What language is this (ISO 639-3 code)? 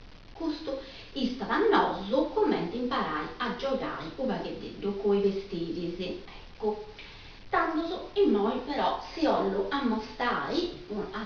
srd